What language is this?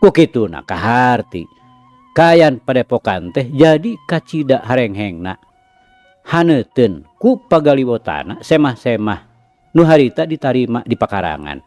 Sundanese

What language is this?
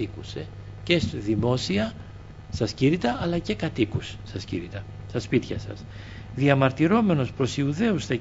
Greek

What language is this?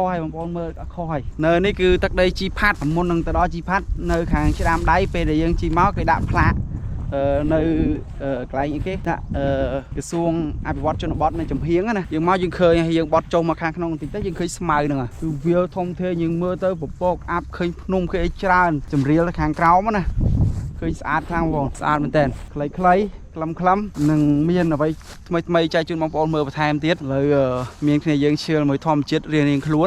Khmer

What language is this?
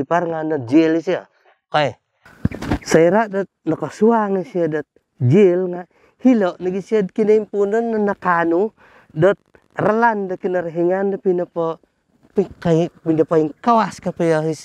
Central Dusun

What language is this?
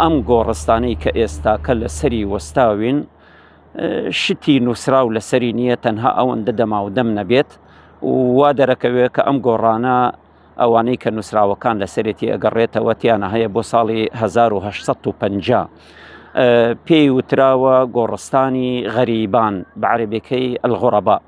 Central Kurdish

